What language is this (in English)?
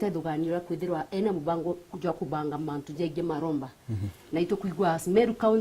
Meru